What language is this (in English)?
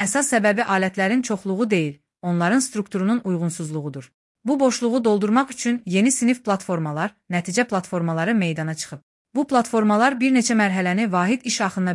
Azerbaijani